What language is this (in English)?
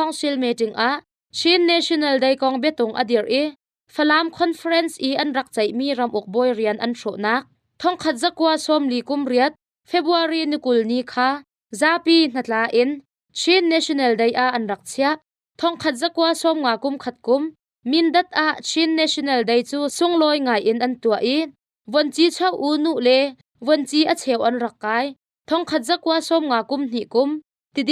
Hakha Chin